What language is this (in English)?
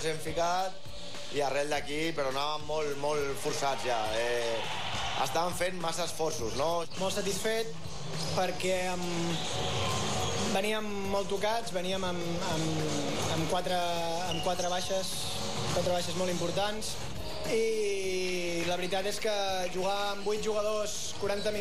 Catalan